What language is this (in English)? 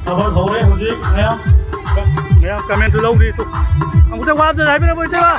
Manipuri